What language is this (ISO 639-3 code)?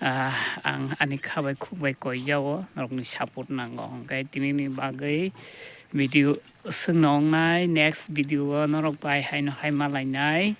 trp